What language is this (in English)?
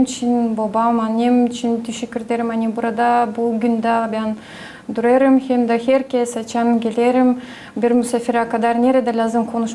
Gagauz